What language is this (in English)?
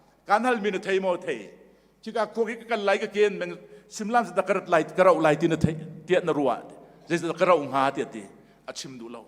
Hakha Chin